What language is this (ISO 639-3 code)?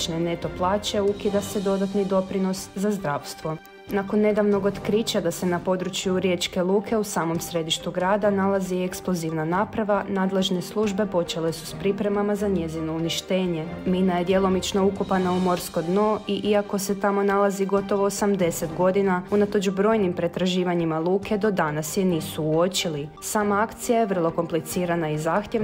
hrv